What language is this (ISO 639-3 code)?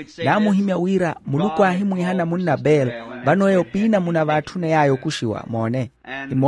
vmw